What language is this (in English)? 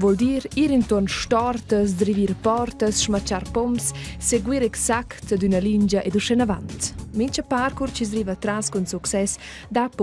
Romansh